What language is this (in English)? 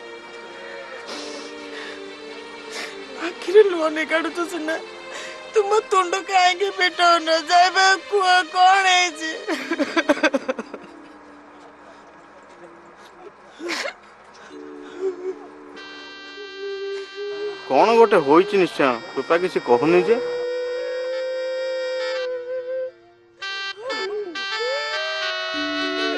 Odia